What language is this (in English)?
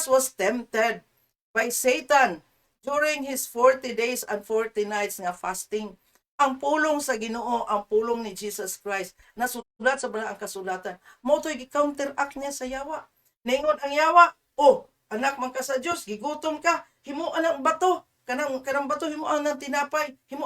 Cebuano